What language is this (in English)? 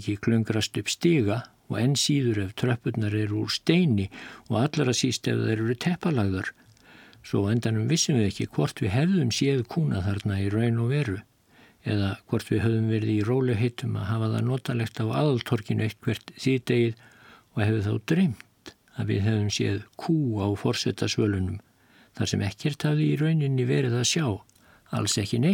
Icelandic